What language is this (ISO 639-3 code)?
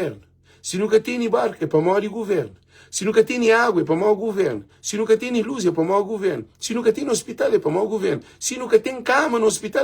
kea